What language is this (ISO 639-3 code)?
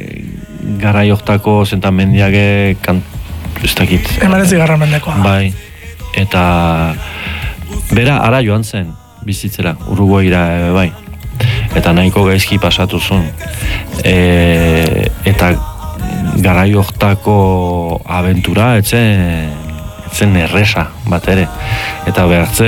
eus